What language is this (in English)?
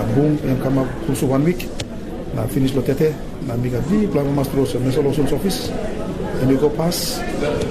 Tok Pisin